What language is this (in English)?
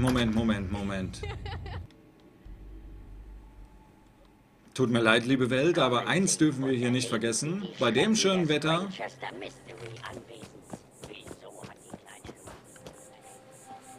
German